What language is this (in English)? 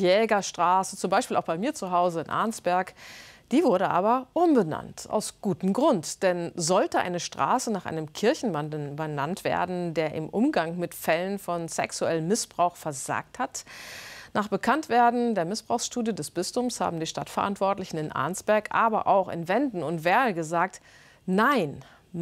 German